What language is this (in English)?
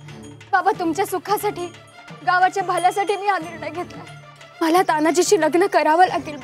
Marathi